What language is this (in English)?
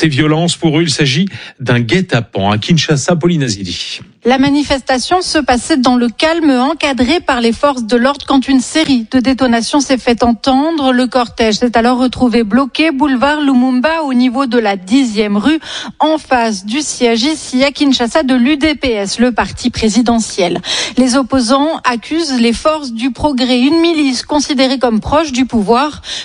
French